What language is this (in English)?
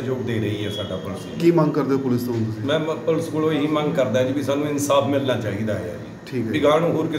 Punjabi